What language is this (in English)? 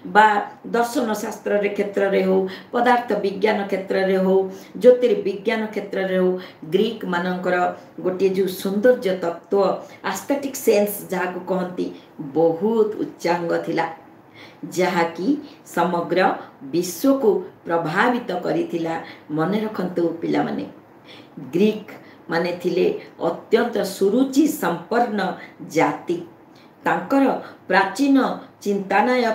Odia